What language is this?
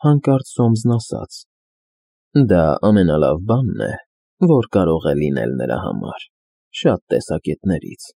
Armenian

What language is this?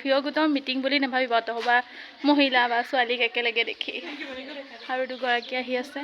Assamese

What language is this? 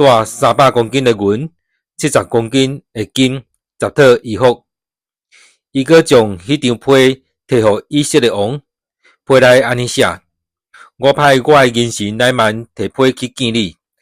Min Nan Chinese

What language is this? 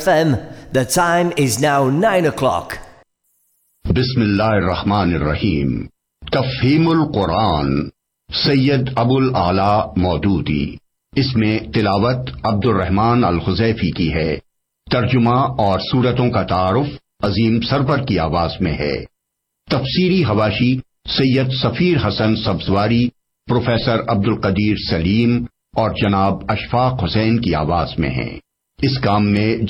Urdu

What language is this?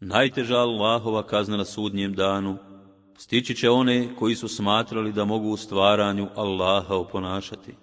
Bosnian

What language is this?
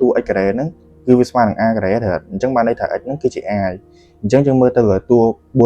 Khmer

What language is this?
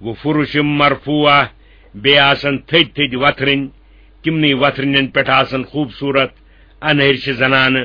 Kashmiri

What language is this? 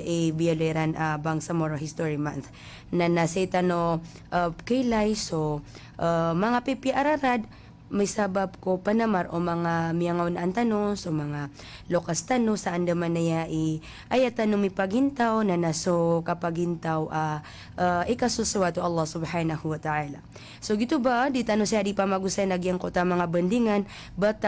Maranao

